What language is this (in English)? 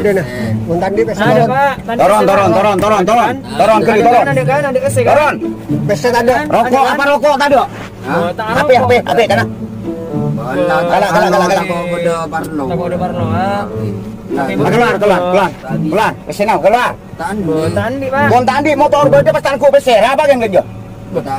Madurese